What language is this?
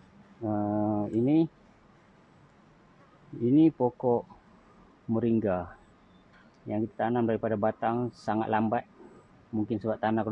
Malay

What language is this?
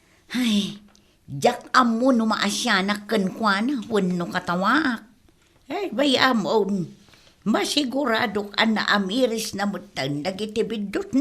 Iloko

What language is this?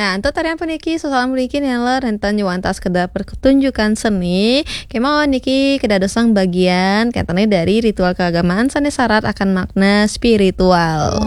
Balinese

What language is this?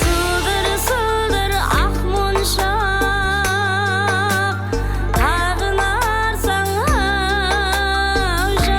Kara-Kalpak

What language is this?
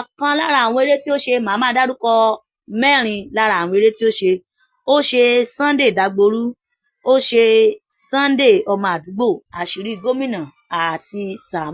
Yoruba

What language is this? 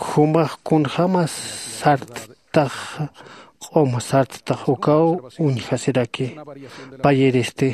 Aymara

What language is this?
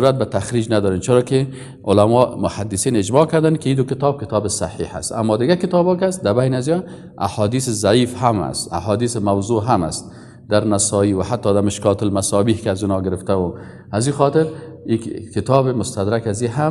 Persian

